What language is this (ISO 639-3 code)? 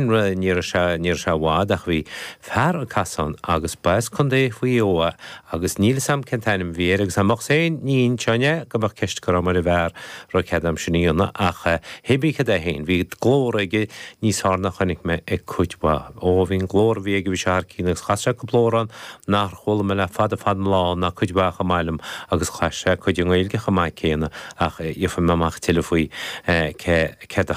gle